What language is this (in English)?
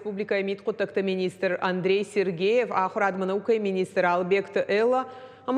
Ossetic